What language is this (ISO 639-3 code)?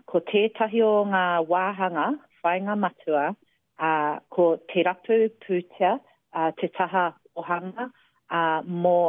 mri